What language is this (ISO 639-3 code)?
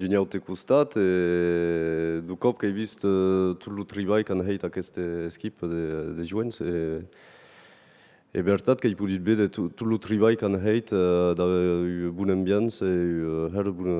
oci